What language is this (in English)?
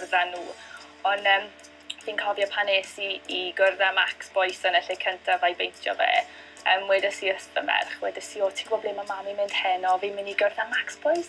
Welsh